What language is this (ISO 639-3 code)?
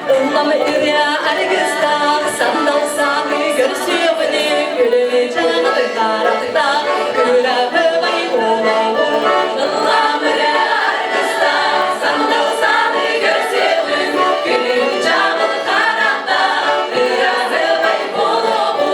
sah